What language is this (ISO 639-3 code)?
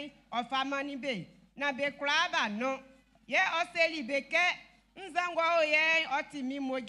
bci